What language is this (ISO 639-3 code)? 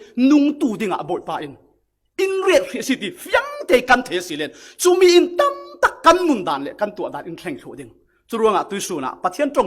cfm